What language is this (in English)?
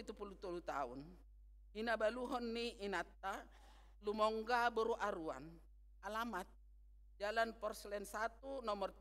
Batak Toba